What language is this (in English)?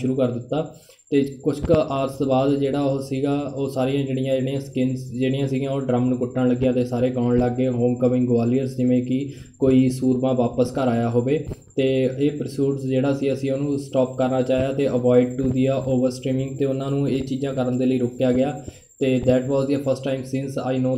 Punjabi